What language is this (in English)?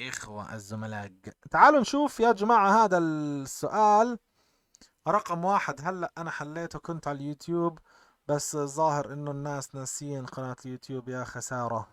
North Levantine Arabic